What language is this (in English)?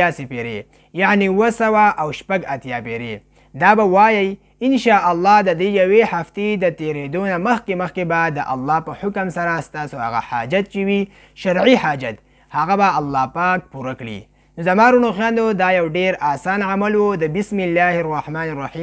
Pashto